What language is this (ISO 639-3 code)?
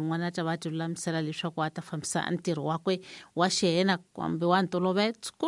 tso